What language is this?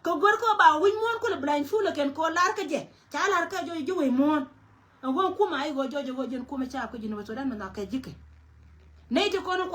Nuer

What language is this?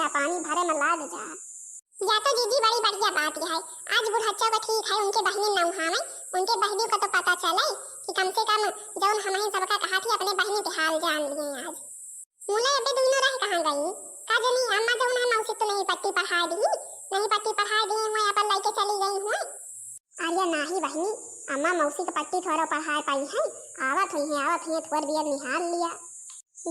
Awadhi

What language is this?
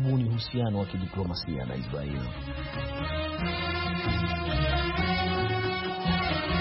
Swahili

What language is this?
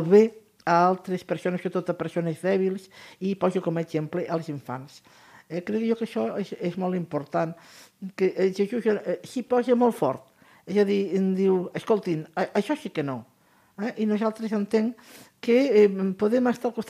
Catalan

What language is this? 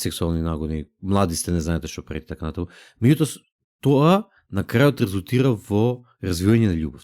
Macedonian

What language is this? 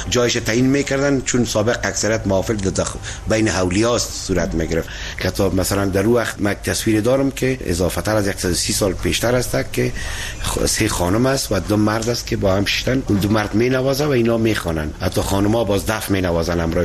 Persian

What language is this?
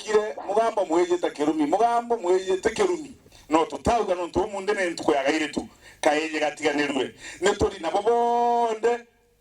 Meru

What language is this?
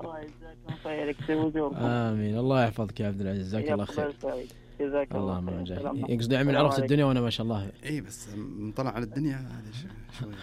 Najdi Arabic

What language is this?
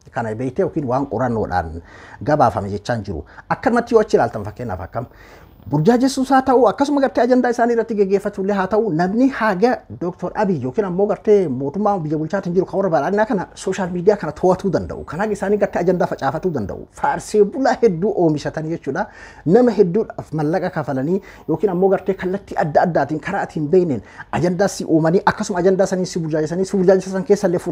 Oromo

